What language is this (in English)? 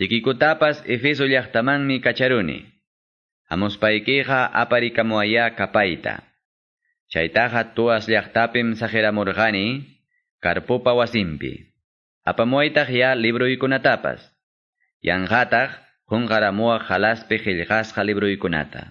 Quechua